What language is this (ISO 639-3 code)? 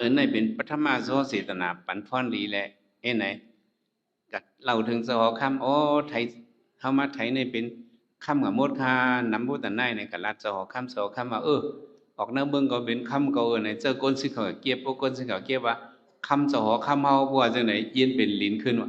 shn